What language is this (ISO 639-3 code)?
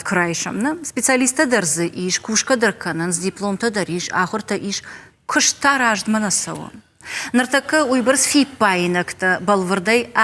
oss